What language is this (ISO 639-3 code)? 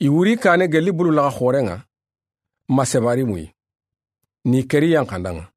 snk